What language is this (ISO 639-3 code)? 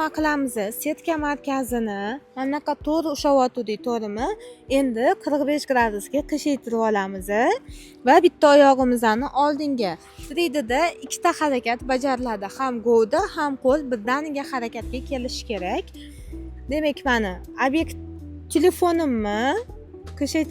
uzb